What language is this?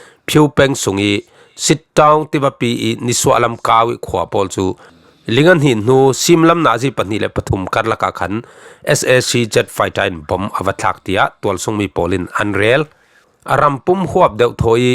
Falam Chin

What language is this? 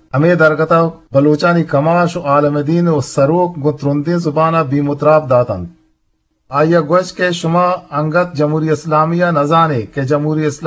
Eastern Balochi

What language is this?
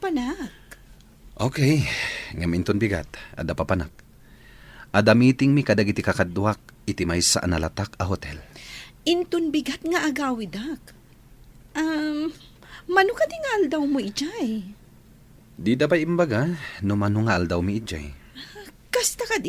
Iloko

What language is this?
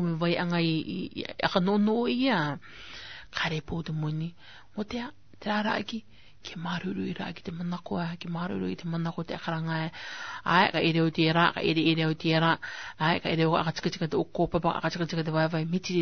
Rarotongan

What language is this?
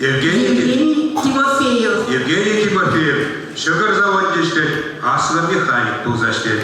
Chuvash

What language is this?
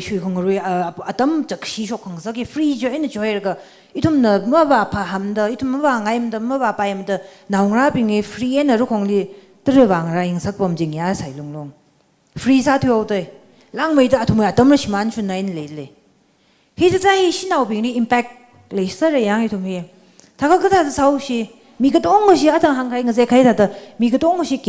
Tangkhul Naga (India)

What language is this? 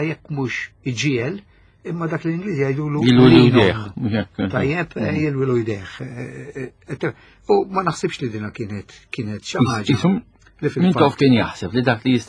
Maltese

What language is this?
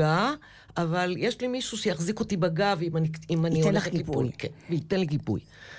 Hebrew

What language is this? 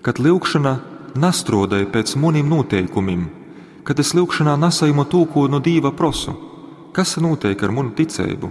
Latgalian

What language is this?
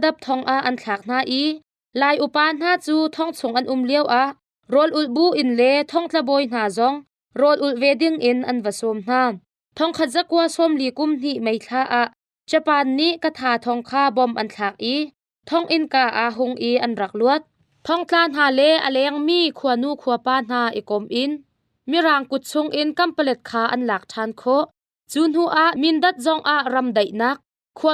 Hakha Chin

